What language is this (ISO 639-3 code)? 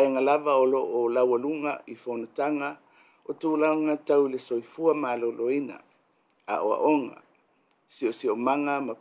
smo